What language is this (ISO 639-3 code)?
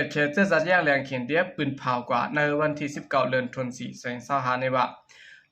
shn